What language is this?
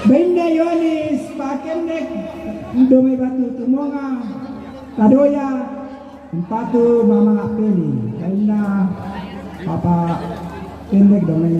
Toraja-Sa'dan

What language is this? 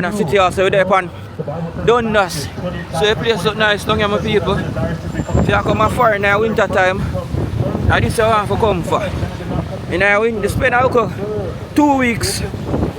Jamaican Creole English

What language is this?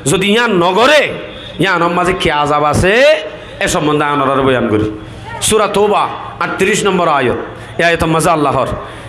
Rohingya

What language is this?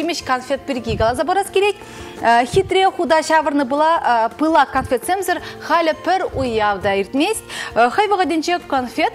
Chuvash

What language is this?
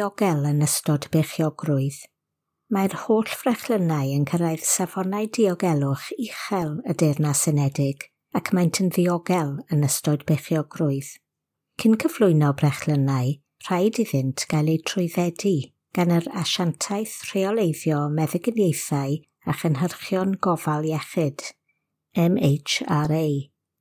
Welsh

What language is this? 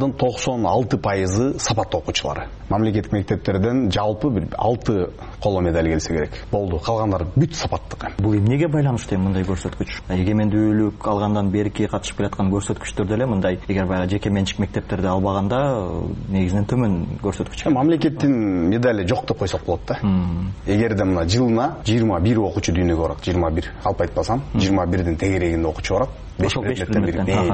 Kyrgyz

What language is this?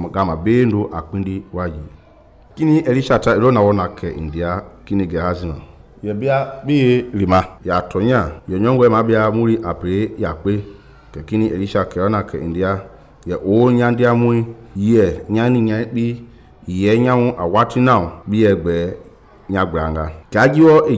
Mende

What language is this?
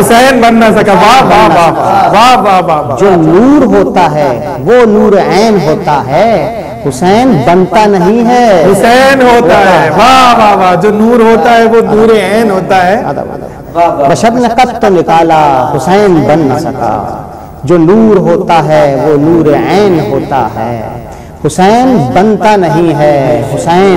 Urdu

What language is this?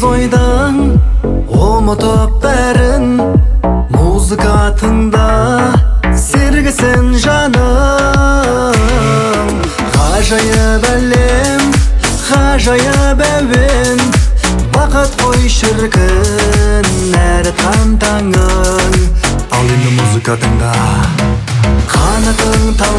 Kazakh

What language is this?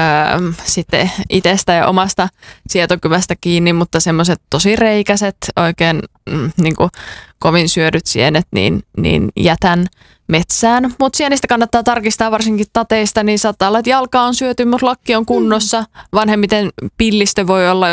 Finnish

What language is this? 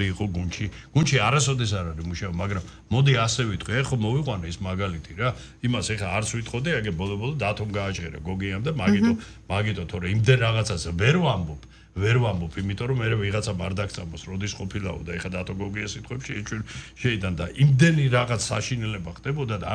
Georgian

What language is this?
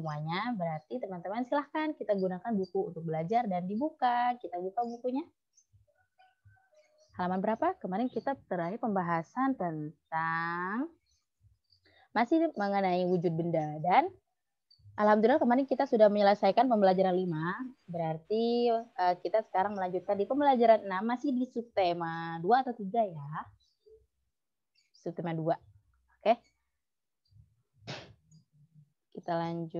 Indonesian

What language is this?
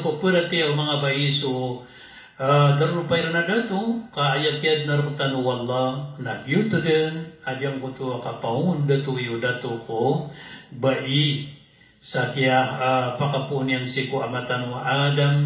Maranao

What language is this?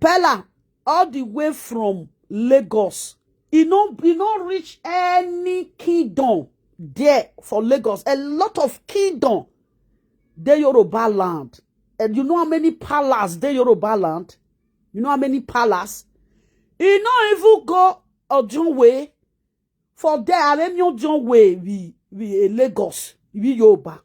Nigerian Pidgin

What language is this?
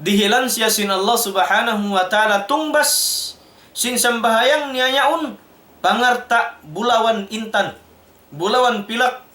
Tausug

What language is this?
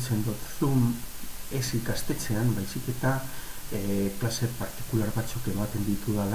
Basque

